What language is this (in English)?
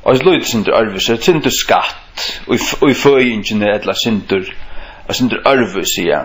Faroese